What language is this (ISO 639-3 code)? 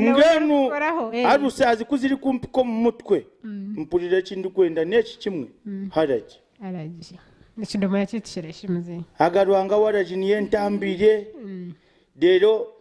nyn